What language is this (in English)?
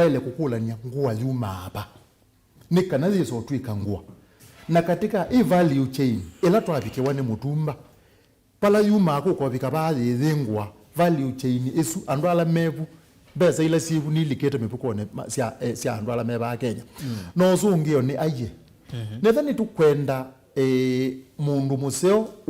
Kamba